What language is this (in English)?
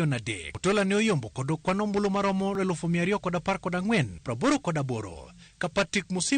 Luo (Kenya and Tanzania)